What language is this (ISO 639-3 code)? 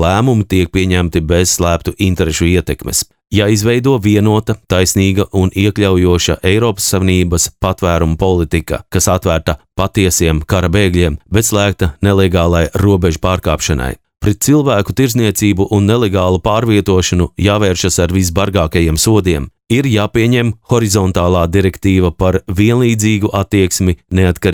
lav